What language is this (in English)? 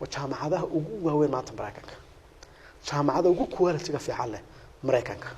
Somali